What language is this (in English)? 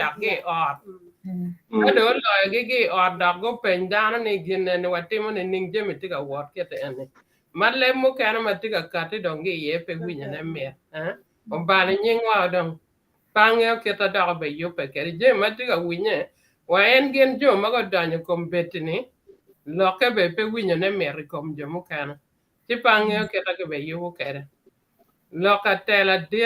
Acoli